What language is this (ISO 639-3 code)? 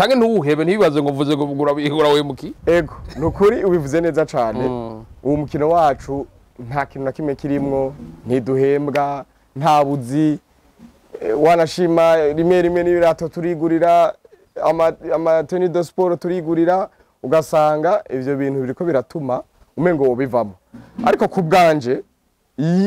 run